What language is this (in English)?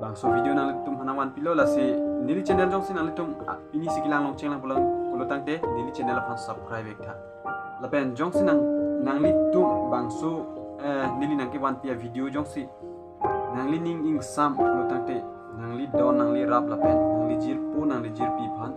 Karbi